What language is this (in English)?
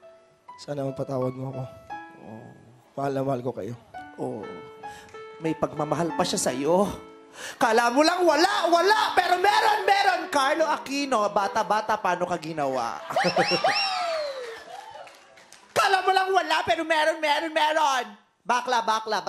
Filipino